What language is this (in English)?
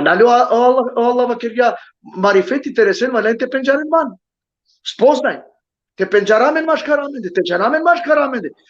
Balkan Romani